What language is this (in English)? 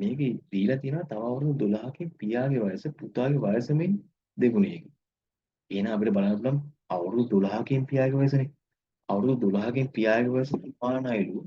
Sinhala